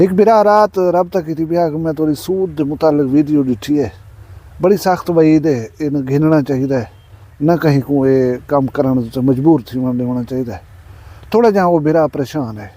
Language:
Saraiki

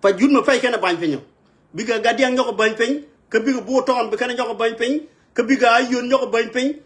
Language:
Nuer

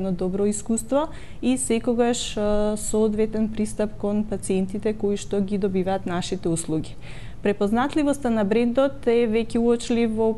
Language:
Macedonian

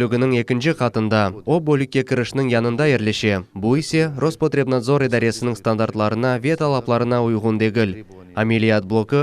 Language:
Crimean Tatar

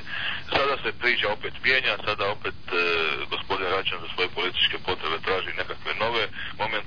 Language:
Croatian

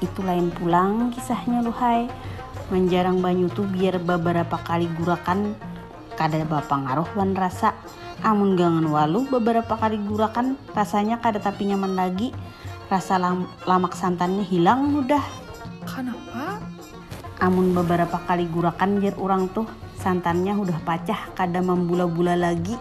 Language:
Banjar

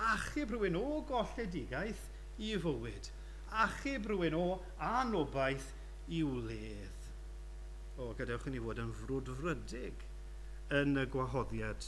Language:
Welsh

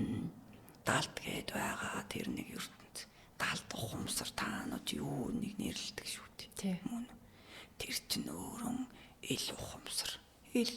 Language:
Mongolian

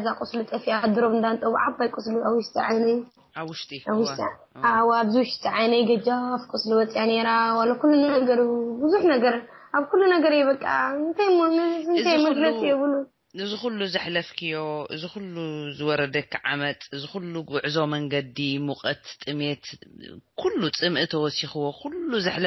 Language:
Tigrinya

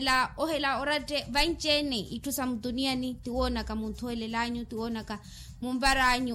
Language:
Makhuwa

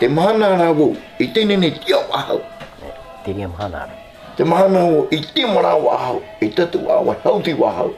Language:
Tahitian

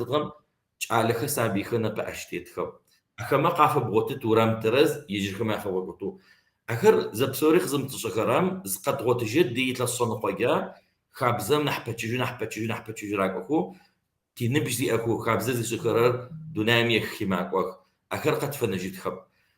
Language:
Kabardian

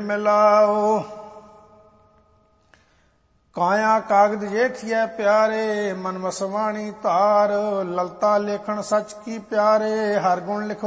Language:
Punjabi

